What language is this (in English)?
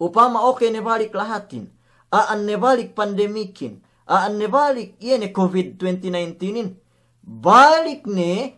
Yakan